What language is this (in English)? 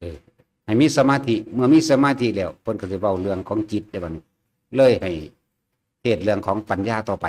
Northeastern Thai